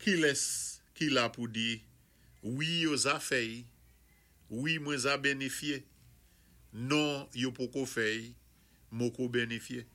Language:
Saint Lucian Creole French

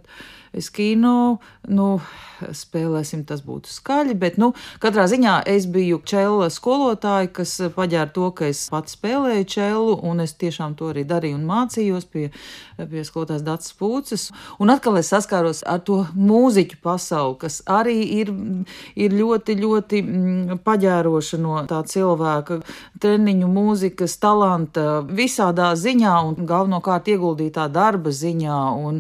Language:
Latvian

